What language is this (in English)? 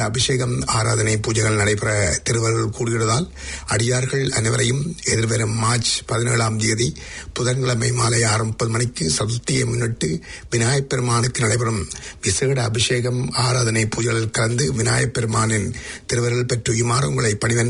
Tamil